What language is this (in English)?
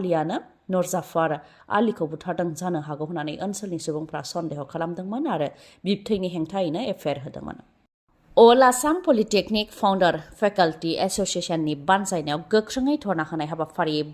Bodo